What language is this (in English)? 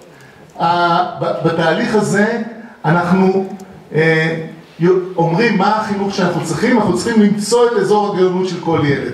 Hebrew